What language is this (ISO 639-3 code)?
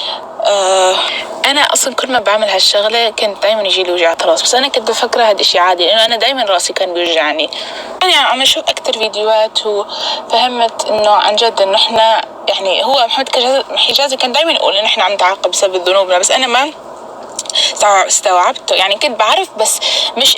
apc